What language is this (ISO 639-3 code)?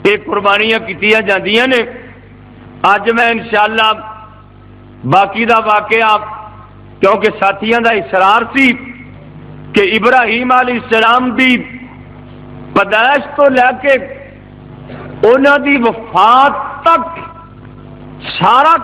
lah